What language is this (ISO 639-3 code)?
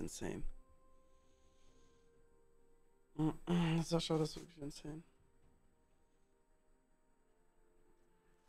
deu